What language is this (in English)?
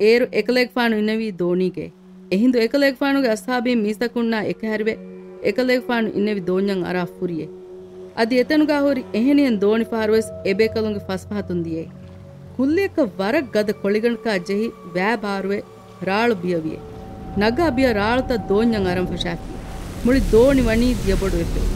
Divehi